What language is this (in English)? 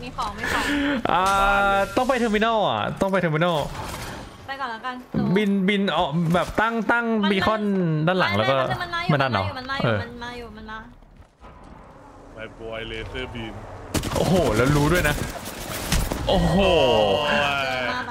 Thai